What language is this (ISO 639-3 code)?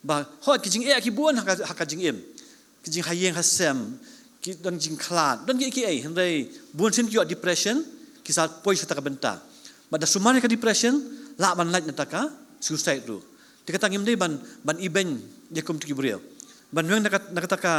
kha